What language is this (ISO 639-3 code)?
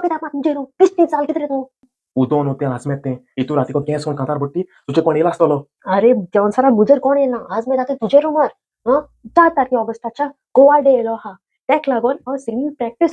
kok